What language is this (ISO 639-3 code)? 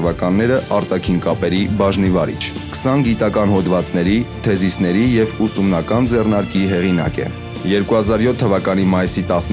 hye